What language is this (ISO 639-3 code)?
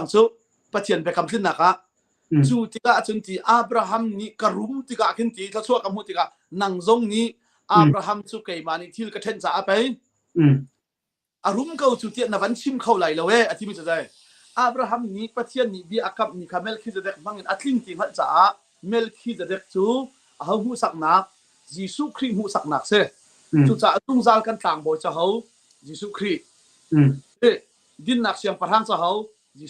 cnh